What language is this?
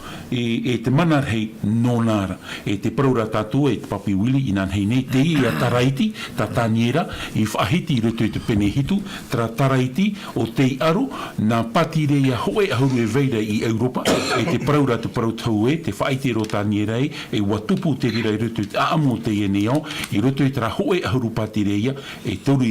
Tahitian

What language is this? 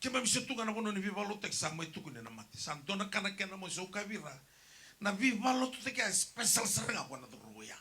Fijian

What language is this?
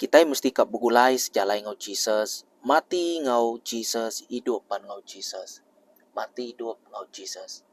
Iban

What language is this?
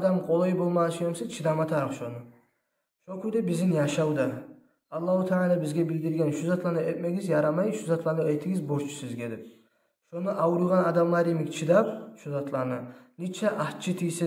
Kumyk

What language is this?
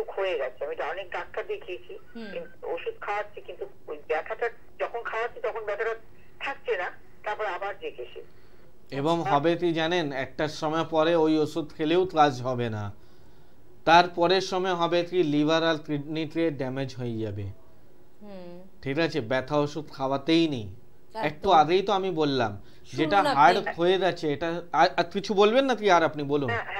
Bangla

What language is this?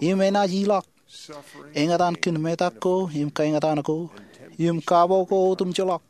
Marshallese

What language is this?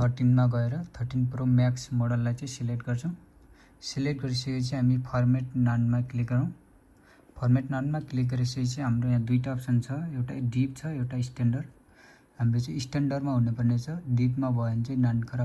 Nepali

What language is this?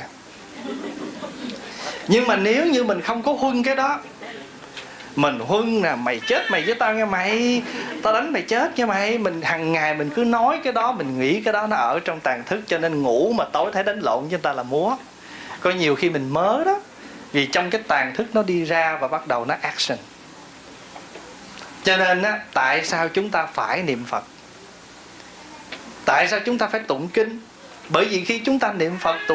Vietnamese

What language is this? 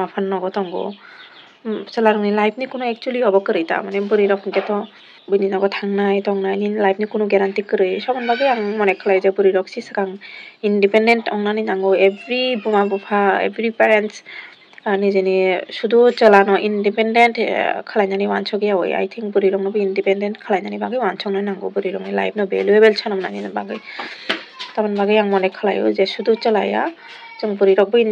Kok Borok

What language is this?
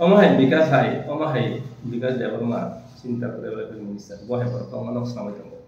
Kok Borok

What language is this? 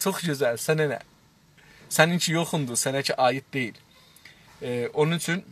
South Azerbaijani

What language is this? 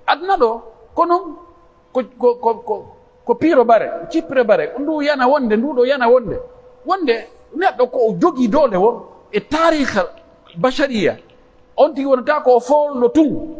Pular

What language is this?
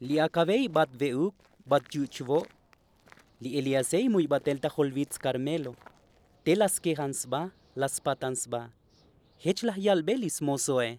Tzotzil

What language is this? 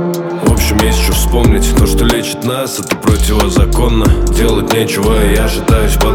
Russian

